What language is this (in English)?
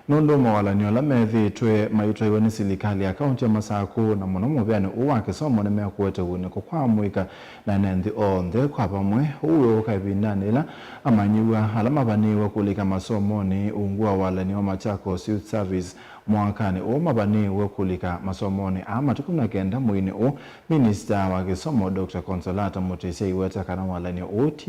Kamba